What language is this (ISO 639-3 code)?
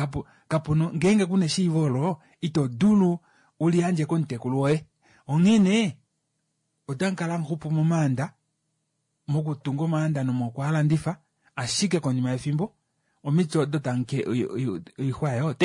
kua